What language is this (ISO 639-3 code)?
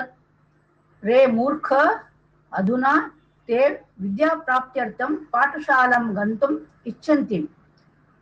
san